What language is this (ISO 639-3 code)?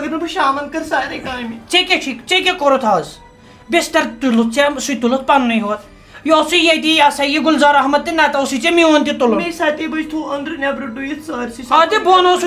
kas